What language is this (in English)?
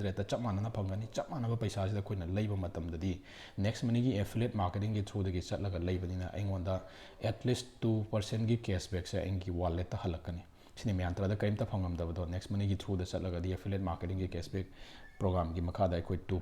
Manipuri